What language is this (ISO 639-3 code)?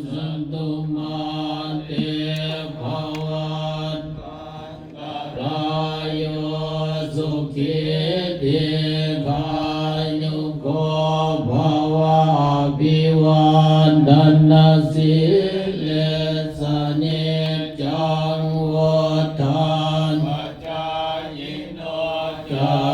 pli